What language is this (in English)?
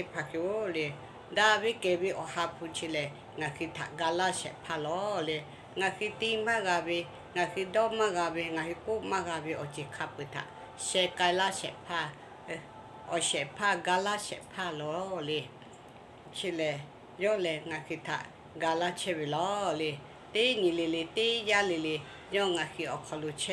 Lahu